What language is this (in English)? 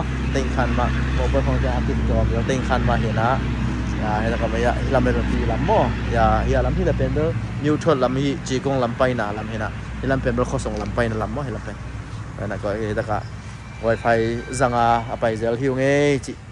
Tedim Chin